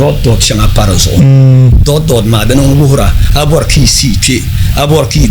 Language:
Dagbani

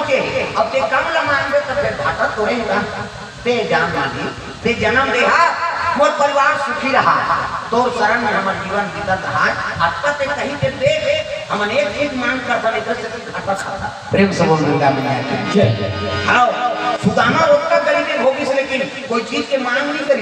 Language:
Chhattisgarhi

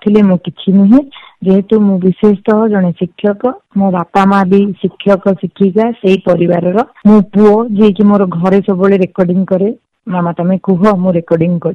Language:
Odia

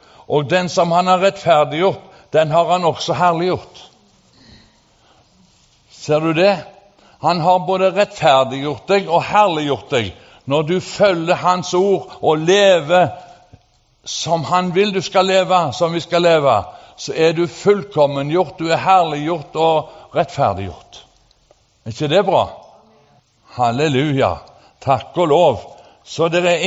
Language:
Norwegian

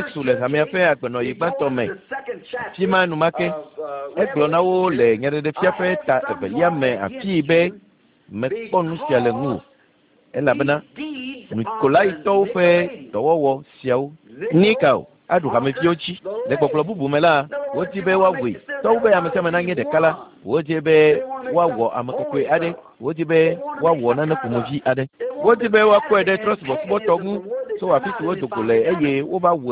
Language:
Ewe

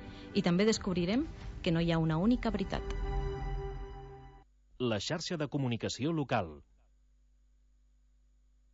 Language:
Catalan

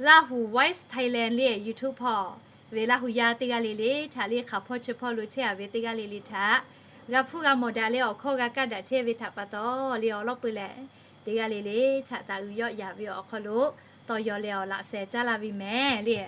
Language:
Lahu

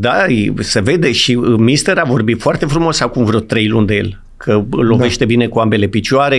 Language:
Romanian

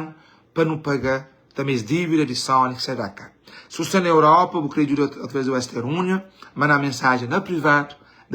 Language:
Kabuverdianu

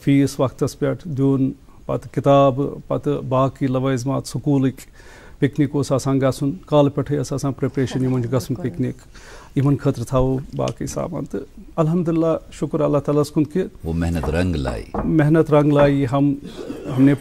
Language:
Kashmiri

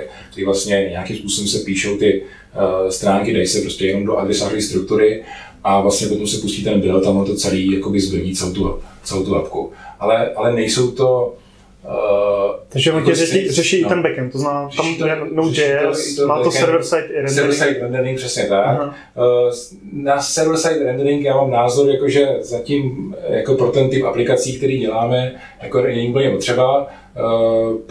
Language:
Czech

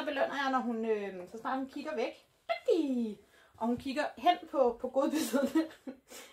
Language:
Danish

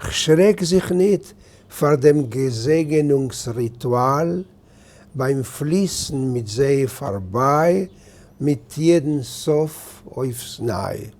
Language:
Yiddish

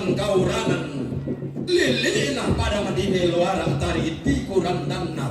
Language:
Toraja-Sa'dan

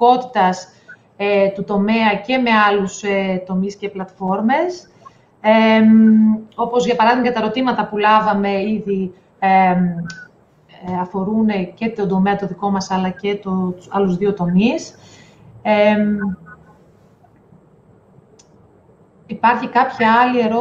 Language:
Greek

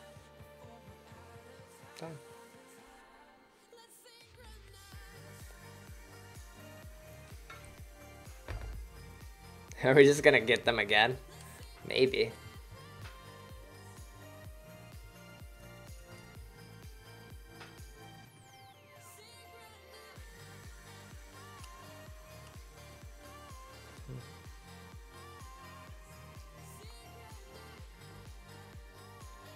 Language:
English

